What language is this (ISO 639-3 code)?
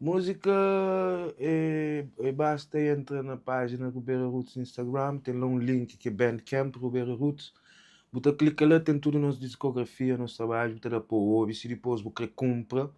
kea